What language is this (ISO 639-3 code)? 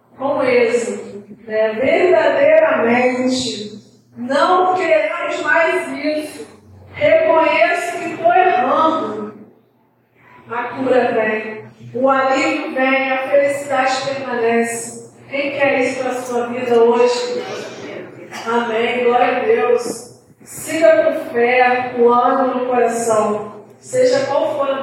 por